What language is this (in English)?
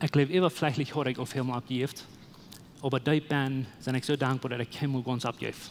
Plautdietsch